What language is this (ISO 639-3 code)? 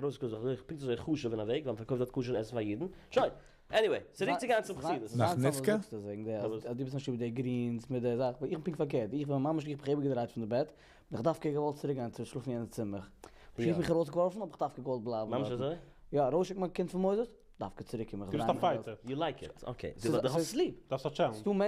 yid